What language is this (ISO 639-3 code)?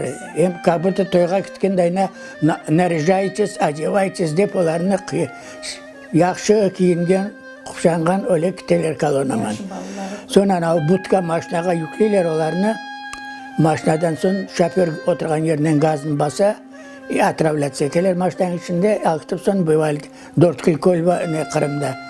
crh